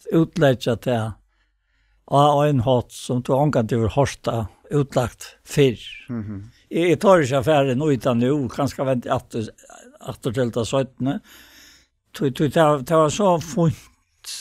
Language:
Faroese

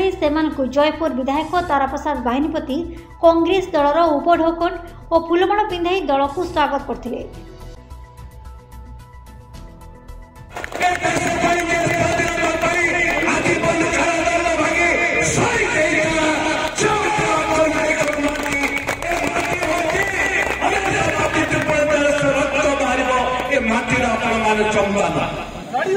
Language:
Odia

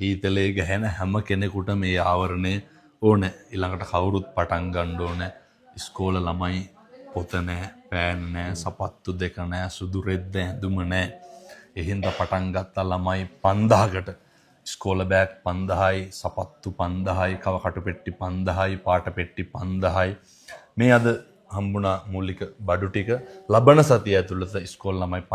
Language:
Sinhala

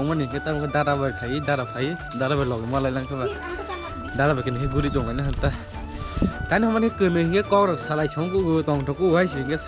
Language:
Kok Borok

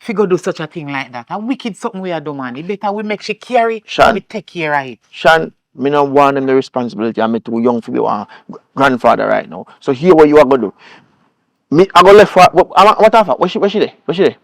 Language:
Jamaican Creole English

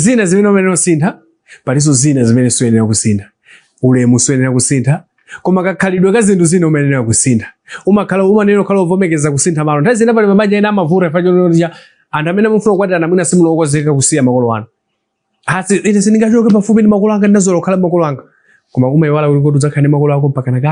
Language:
Nyanja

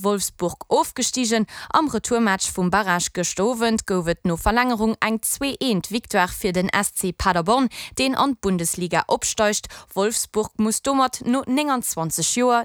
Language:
Luxembourgish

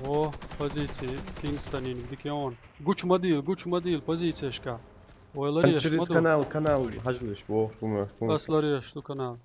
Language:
Chechen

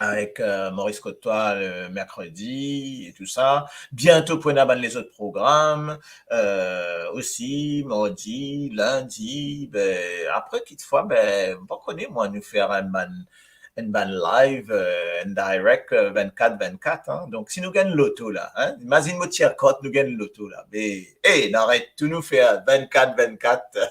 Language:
Morisyen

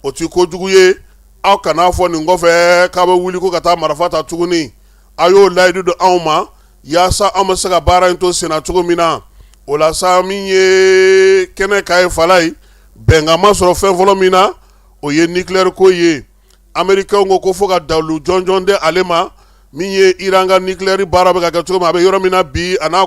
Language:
Bambara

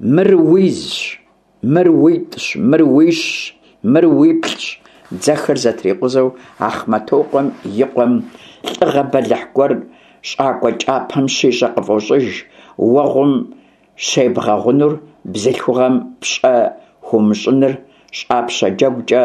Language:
Kabardian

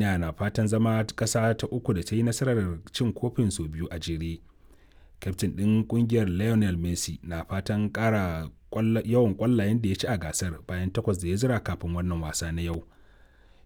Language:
Hausa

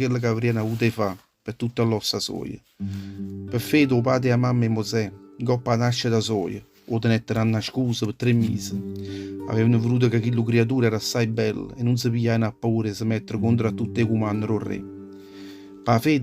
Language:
Neapolitan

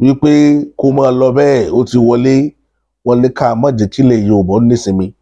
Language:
Yoruba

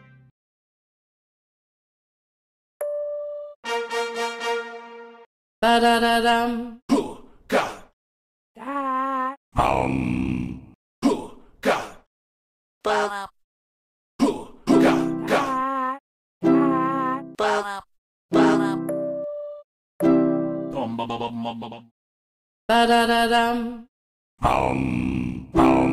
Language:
English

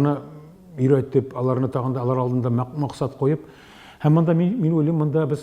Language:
Tatar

